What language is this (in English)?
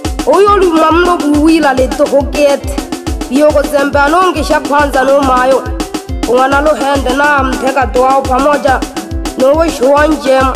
Swahili